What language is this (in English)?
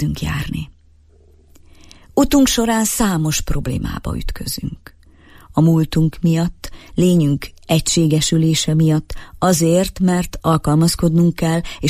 Hungarian